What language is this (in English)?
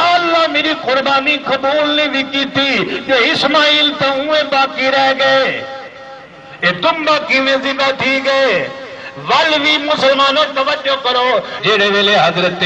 Saraiki